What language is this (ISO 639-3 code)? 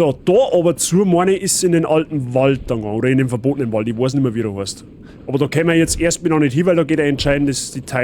bar